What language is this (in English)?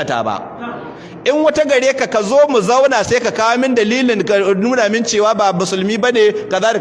Hausa